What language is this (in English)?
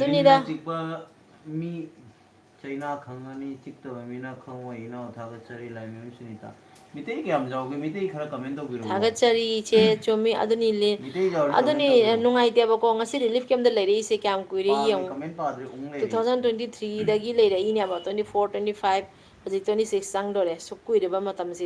Manipuri